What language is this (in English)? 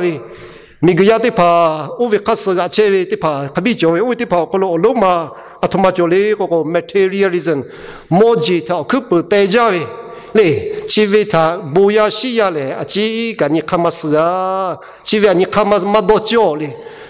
Lahu